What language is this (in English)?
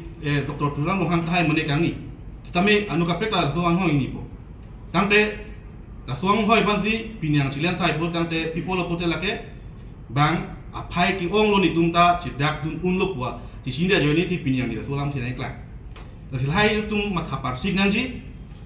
Karbi